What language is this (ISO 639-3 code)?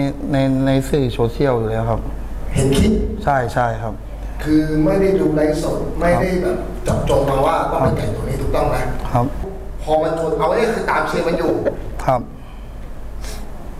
tha